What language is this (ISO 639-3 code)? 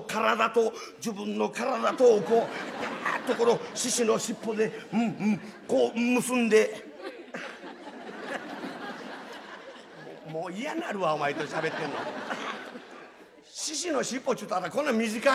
jpn